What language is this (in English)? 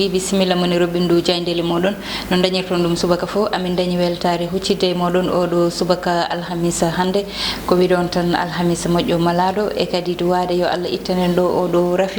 Fula